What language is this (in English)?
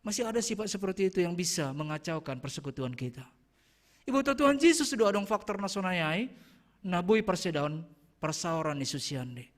Batak Simalungun